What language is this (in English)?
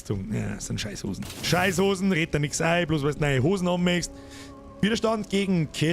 Bavarian